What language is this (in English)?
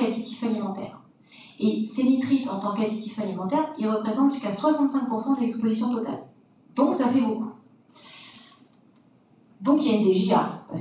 French